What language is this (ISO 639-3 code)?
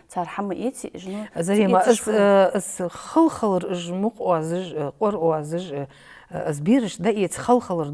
inh